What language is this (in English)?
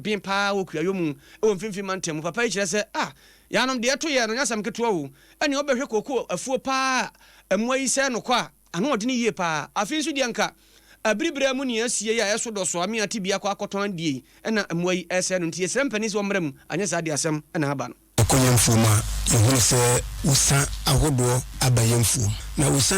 Akan